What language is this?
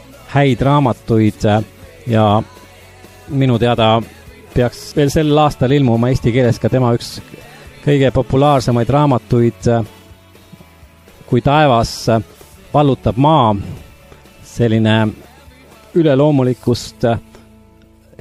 Estonian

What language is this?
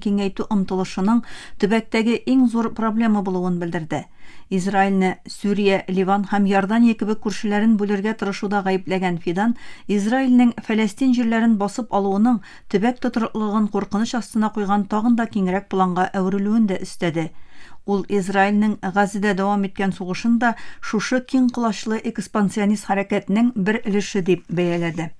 Tatar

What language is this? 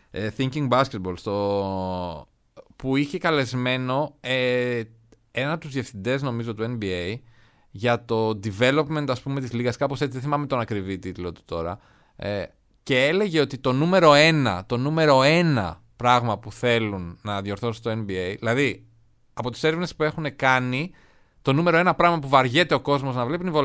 Greek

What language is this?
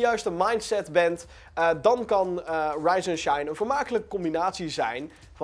Dutch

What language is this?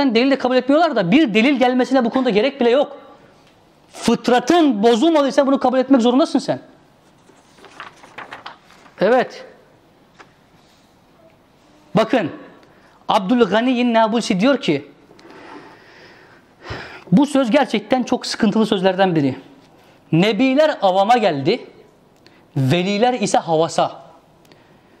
Turkish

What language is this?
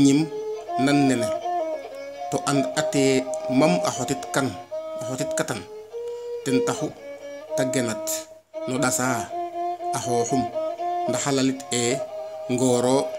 Serer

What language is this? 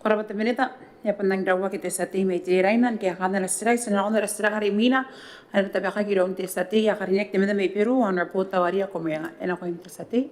Gilbertese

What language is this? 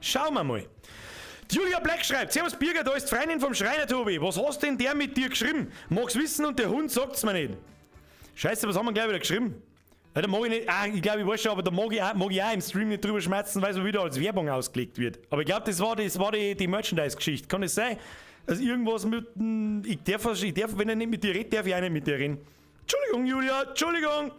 Bavarian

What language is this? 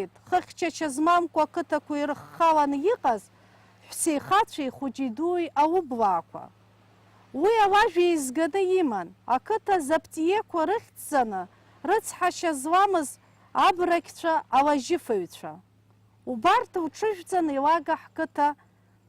Abkhazian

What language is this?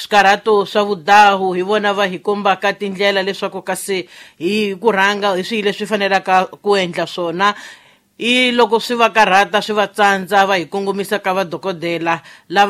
Tsonga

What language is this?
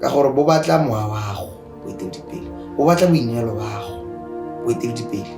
Tswana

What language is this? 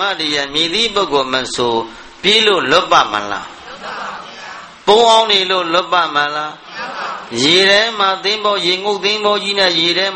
Burmese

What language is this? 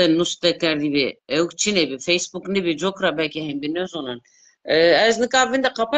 Zaza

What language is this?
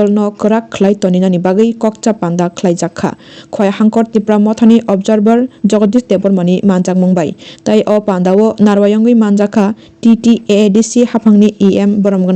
Kok Borok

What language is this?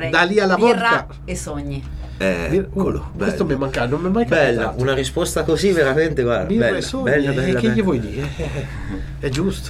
Italian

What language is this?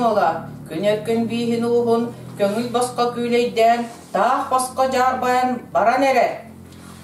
Yakut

